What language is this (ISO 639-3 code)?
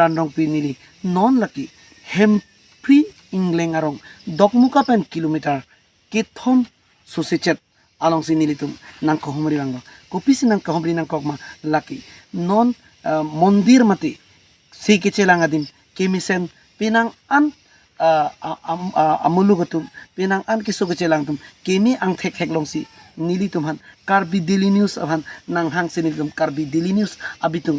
mjw